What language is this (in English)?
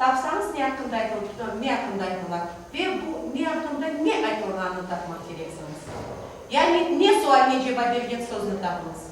Crimean Tatar